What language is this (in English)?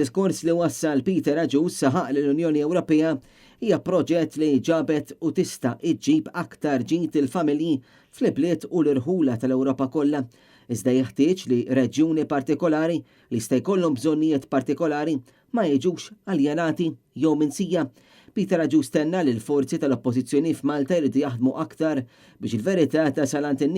Maltese